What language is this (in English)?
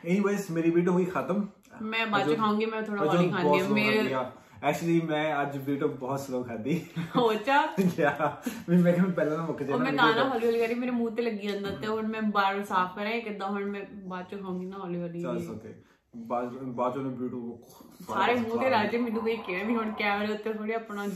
Punjabi